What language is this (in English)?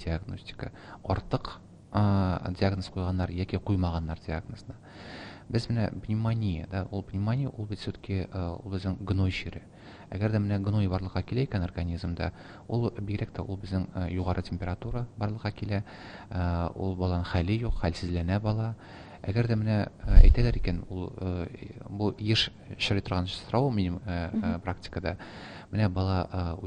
Tatar